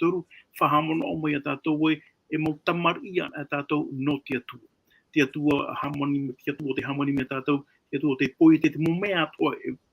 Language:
Tahitian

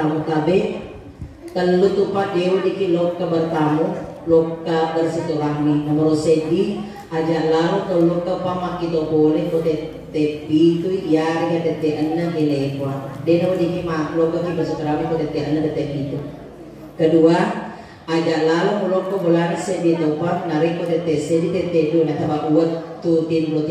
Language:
Buginese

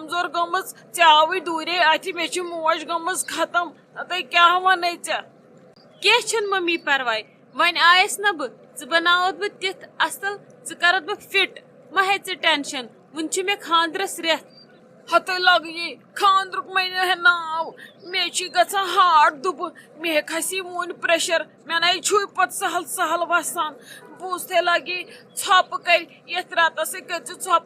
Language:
Kashmiri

